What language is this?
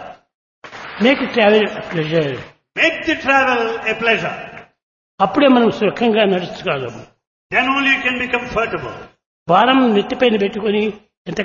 Telugu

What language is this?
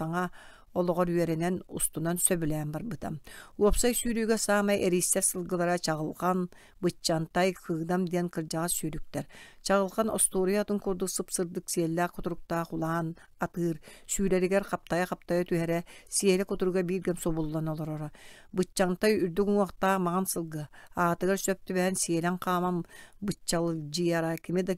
Yakut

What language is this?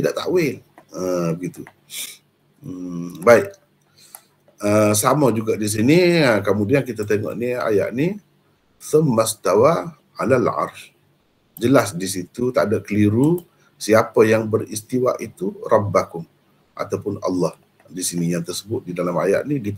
Malay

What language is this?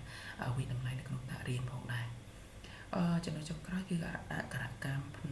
Khmer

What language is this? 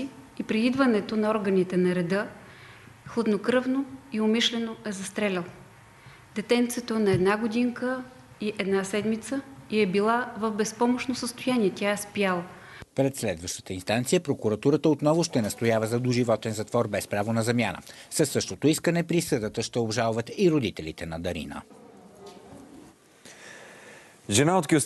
Bulgarian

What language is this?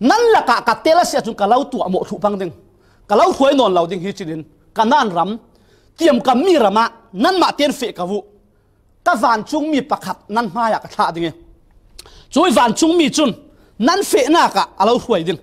Falam Chin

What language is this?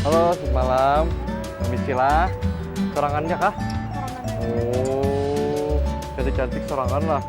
Banjar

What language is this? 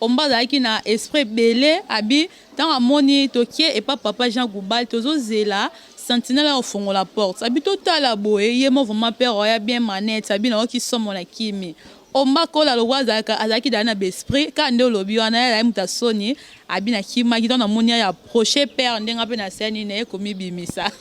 Lingala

